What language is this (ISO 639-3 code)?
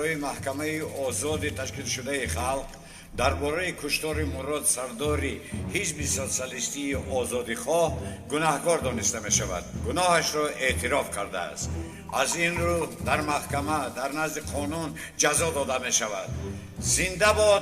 tgk